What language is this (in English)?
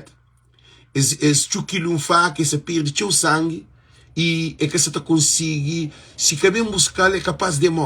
Kabuverdianu